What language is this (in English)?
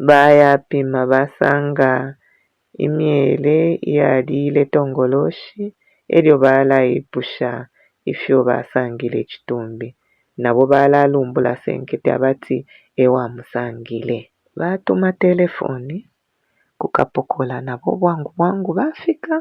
Bemba